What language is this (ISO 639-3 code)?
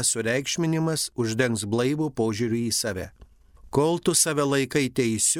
lit